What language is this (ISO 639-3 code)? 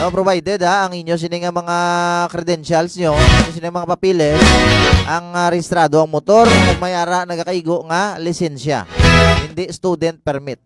hil